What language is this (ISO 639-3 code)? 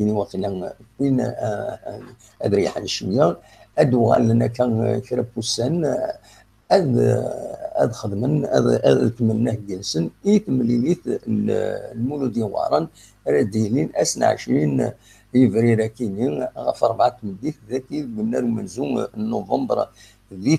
kab